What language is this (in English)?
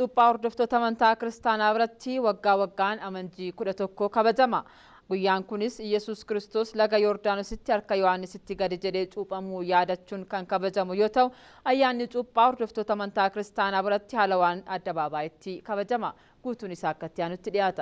Oromo